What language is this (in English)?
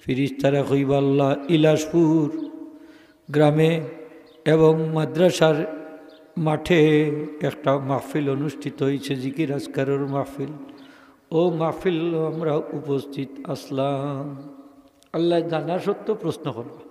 Sylheti